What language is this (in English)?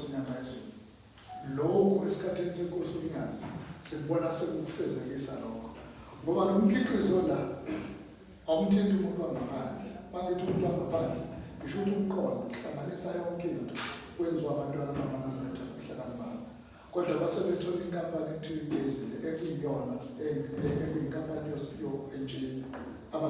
Zulu